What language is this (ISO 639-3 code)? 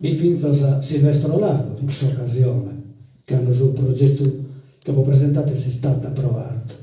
srd